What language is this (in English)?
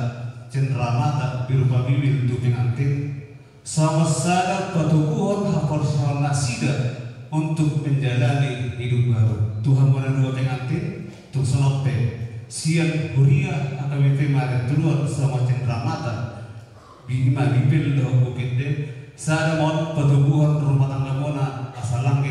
Batak Toba